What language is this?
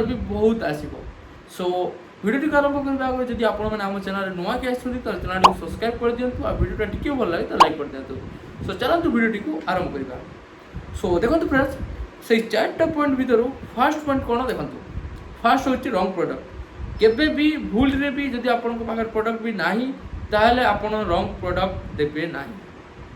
Odia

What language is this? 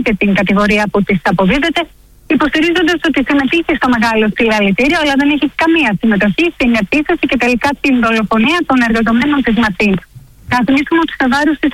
Greek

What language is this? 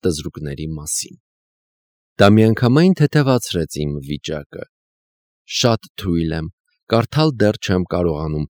Armenian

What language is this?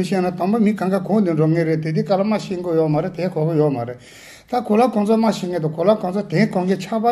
Tibetan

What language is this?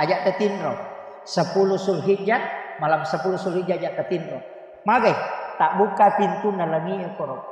Buginese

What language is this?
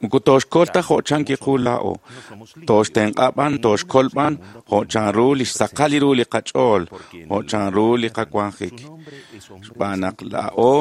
Kekchí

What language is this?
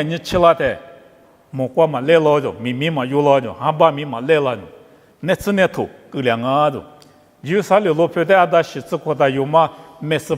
Lisu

